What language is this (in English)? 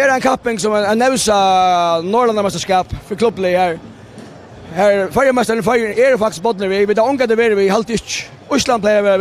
Faroese